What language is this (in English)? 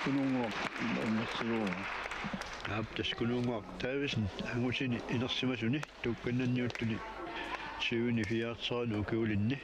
Kalaallisut